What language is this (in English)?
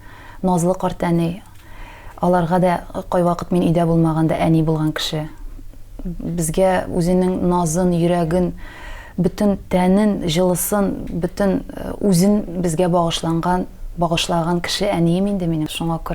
Tatar